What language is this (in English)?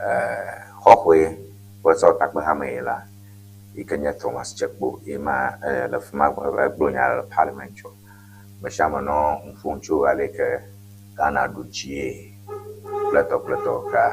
Ewe